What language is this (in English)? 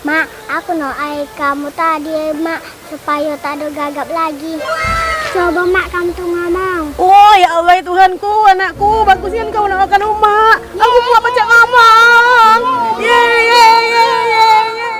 Musi